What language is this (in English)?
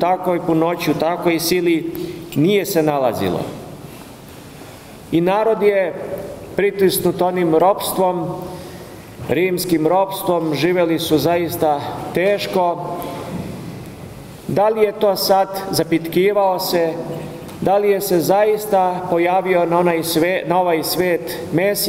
Serbian